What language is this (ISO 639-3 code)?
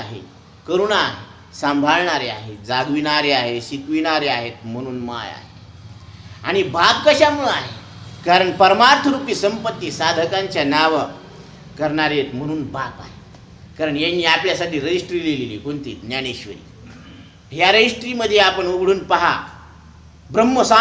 mar